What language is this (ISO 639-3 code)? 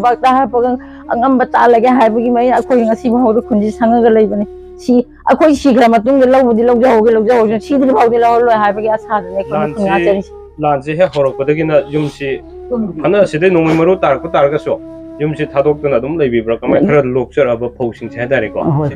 mni